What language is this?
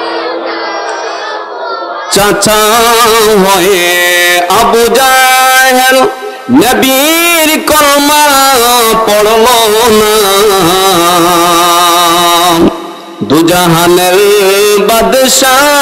Bangla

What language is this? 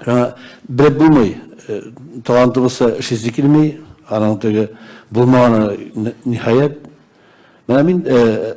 Tatar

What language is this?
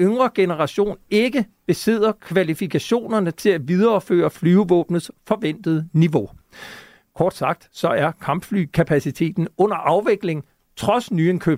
Danish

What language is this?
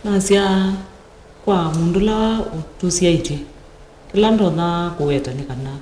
Kamba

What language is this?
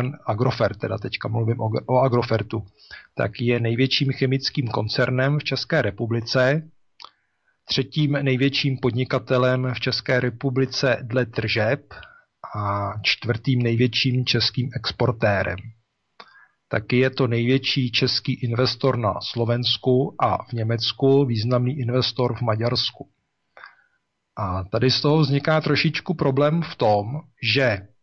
Czech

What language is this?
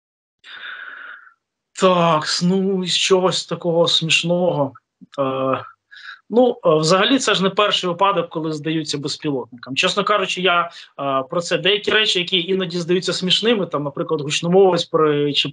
Ukrainian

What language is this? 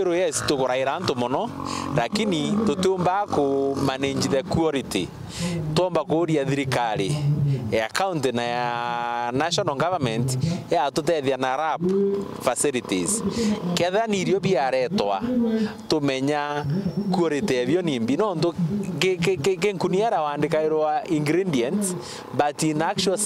Meru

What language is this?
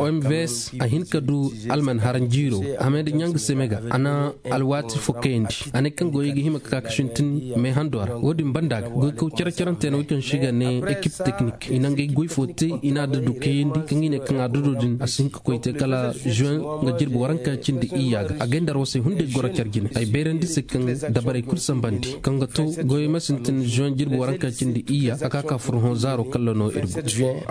Zarma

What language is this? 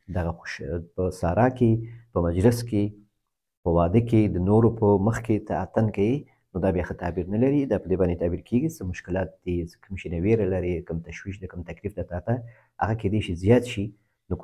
Pashto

